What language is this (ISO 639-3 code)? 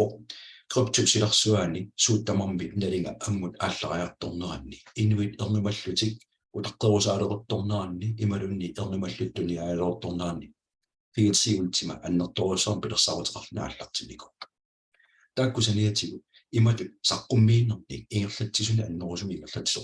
kal